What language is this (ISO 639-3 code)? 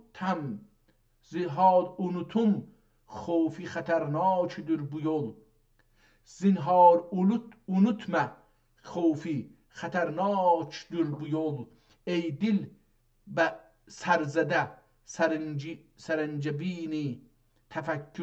azb